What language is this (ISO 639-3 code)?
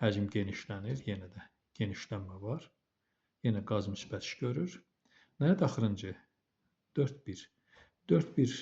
aze